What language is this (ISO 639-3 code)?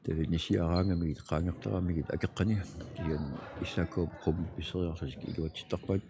kal